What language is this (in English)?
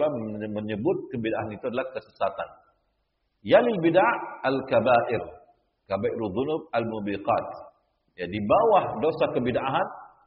Indonesian